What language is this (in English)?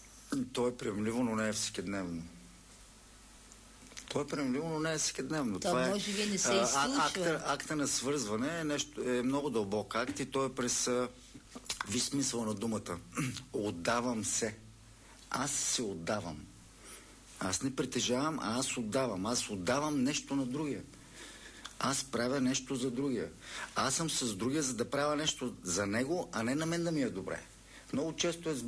Bulgarian